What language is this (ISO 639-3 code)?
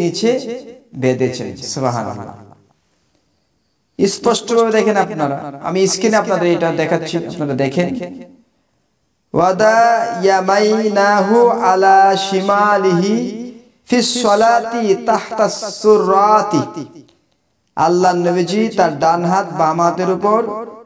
ben